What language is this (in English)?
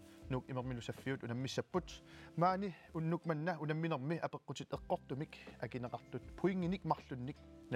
Kalaallisut